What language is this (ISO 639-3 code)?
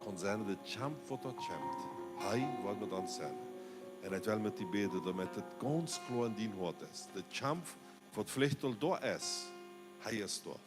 pdt